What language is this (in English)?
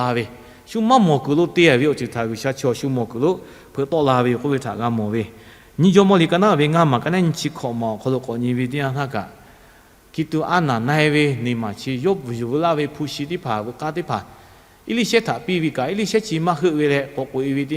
Lahu